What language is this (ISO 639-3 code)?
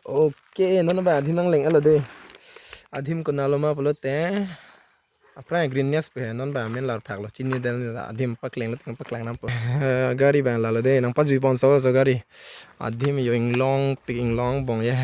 mjw